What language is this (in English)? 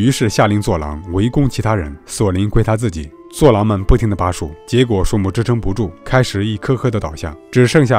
Chinese